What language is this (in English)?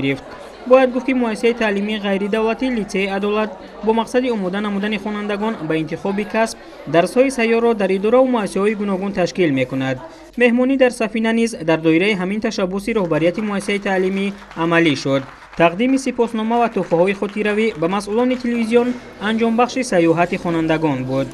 Tajik